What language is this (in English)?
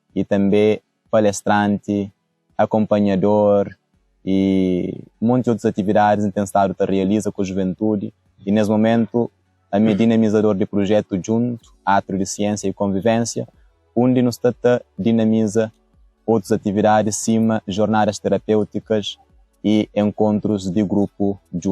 Kabuverdianu